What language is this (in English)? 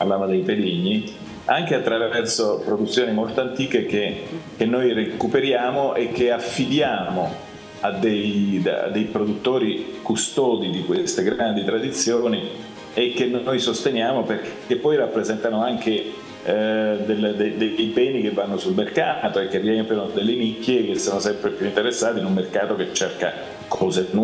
Italian